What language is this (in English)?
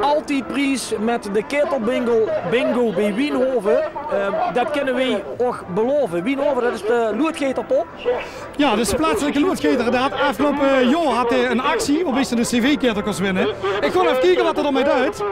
Limburgish